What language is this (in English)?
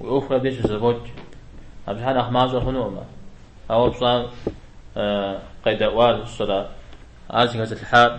Kabardian